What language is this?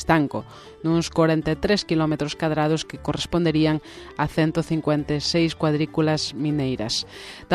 Galician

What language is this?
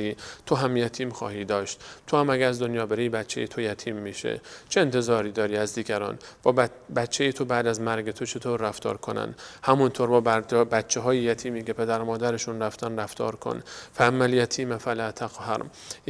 Persian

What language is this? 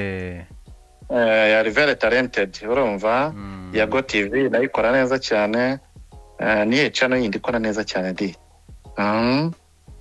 Kinyarwanda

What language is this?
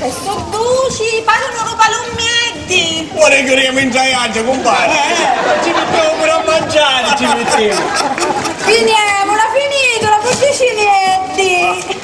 Sicilian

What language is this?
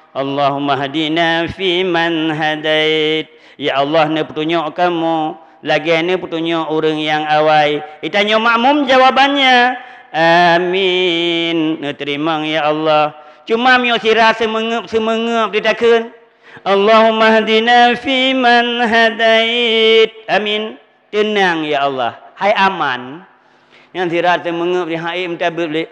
Achinese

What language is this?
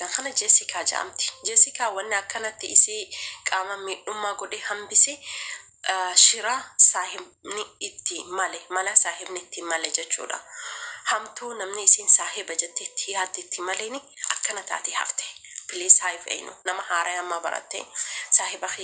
Oromo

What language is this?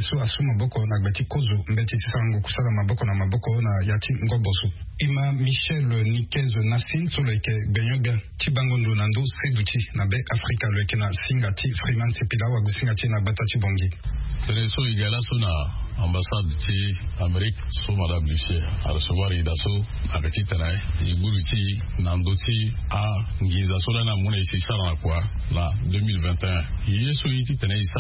Sango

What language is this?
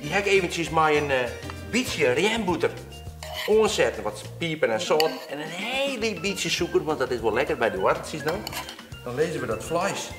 Western Frisian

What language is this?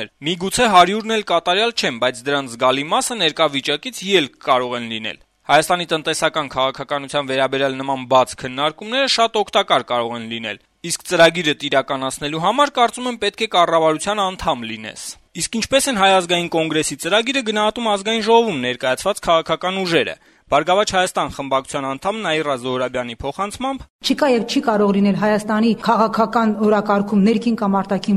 Armenian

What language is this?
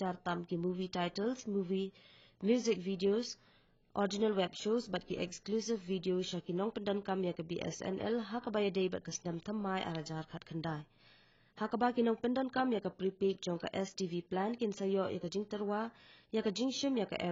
Khasi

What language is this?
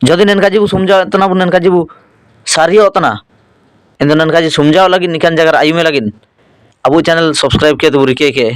Ho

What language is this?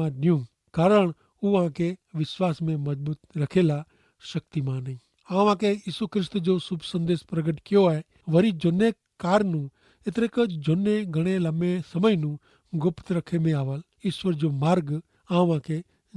Kachhi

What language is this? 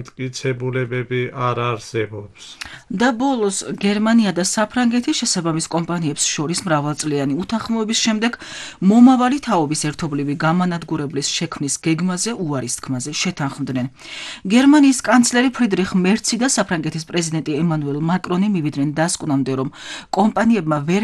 Georgian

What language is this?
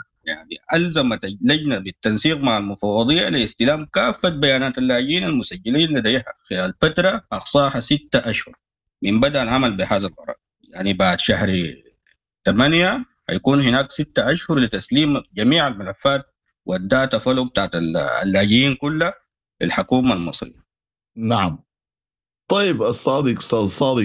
Sudanese Arabic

